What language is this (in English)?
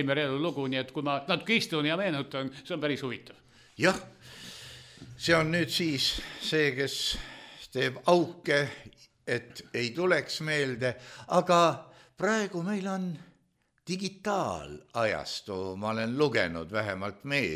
Estonian